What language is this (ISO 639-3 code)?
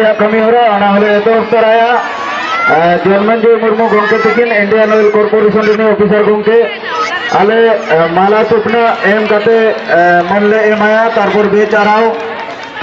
sat